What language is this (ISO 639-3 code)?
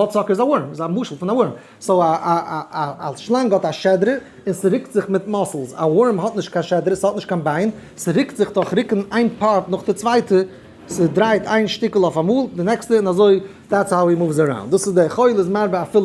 yid